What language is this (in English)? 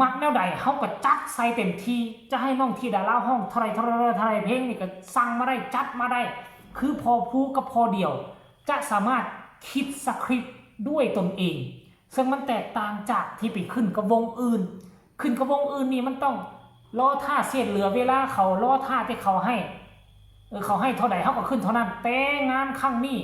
Northeastern Thai